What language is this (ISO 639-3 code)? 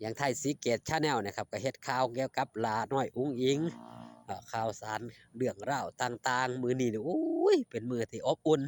tts